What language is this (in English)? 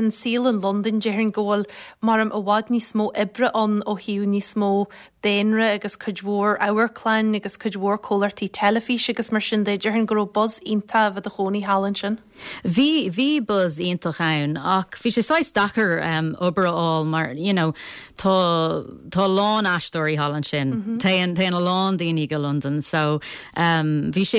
Irish